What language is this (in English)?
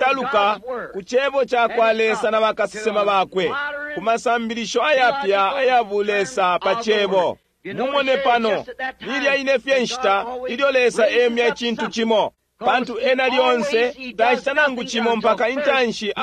Bemba